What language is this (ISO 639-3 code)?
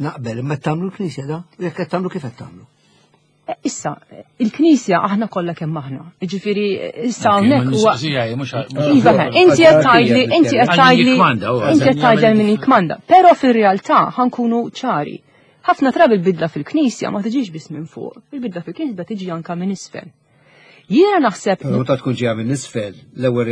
mlt